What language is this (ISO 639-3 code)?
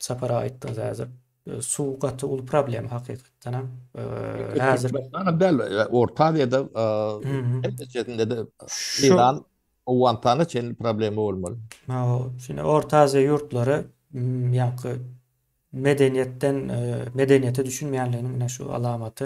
tuk